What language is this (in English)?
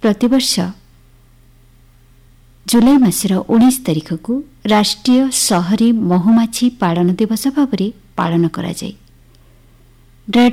Odia